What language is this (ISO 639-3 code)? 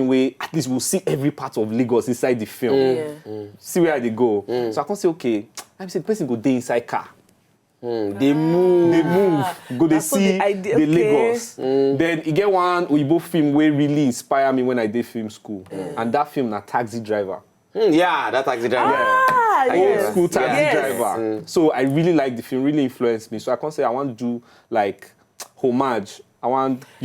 pcm